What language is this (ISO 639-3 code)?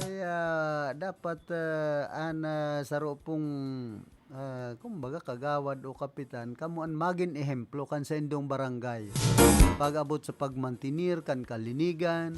bik